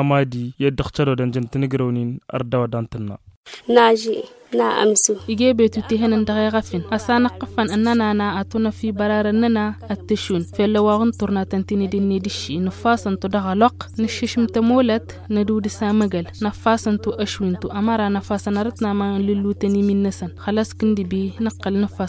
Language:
Tamasheq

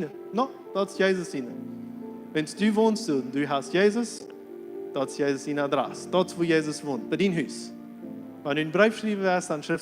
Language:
Plautdietsch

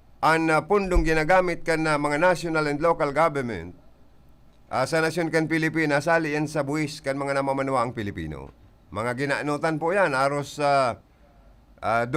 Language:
Bikol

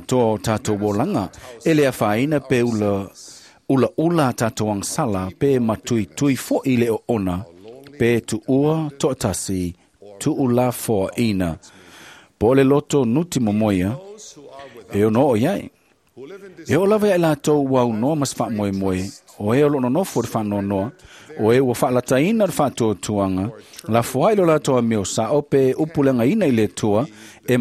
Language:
Samoan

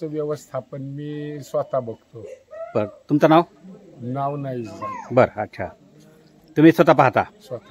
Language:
Marathi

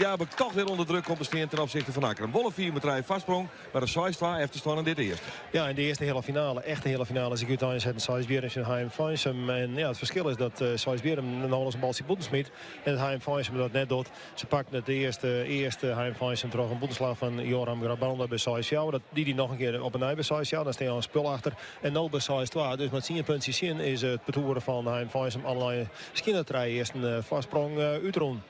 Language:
Western Frisian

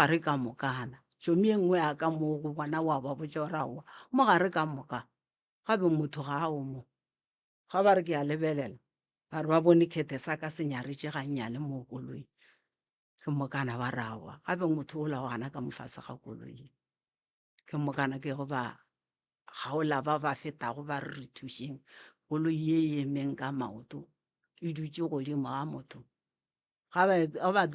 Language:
Northern Sotho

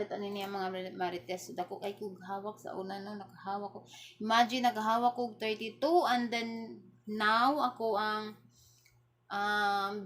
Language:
Cebuano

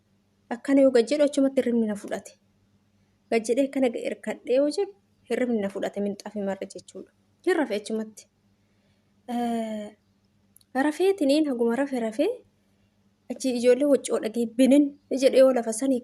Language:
Oromo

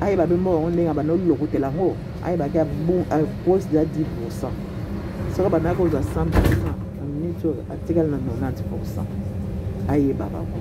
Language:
Lingala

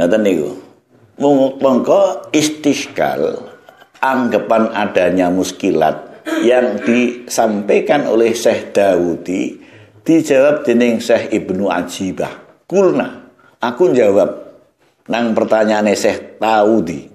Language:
Javanese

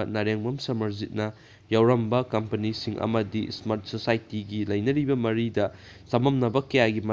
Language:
Manipuri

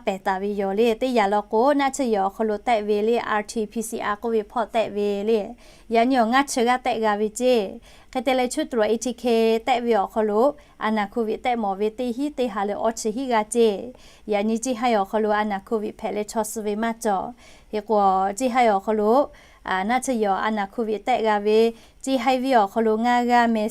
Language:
Lahu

